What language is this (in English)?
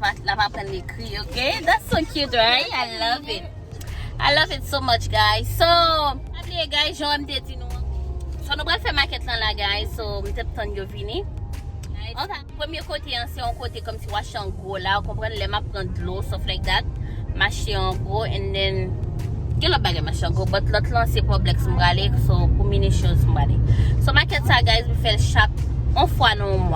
Haitian Creole